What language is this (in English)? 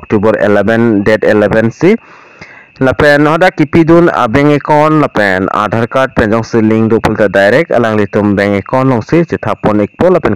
Karbi